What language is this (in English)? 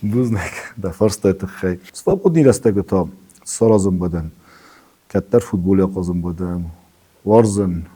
Ossetic